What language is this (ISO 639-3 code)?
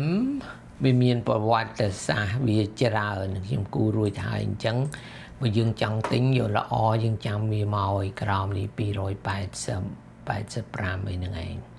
khm